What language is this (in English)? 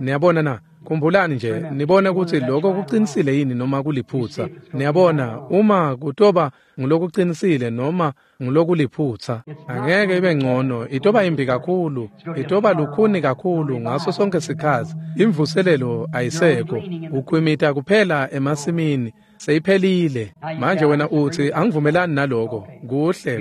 Swati